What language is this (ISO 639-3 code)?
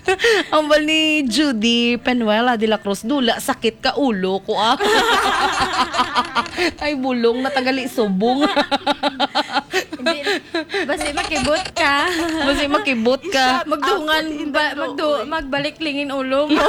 hil